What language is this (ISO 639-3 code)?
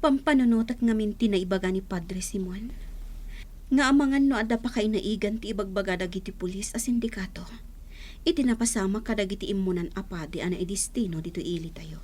ilo